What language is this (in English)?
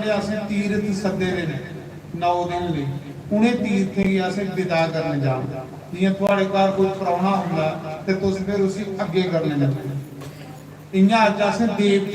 Dogri